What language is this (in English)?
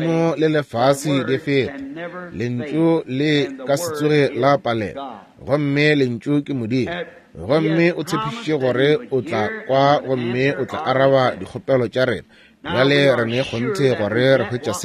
Northern Sotho